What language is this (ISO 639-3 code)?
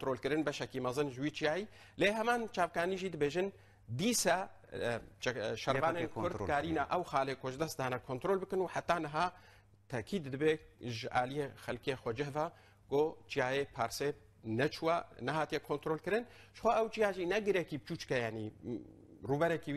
kur